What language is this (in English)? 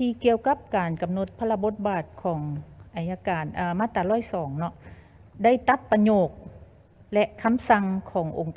Lao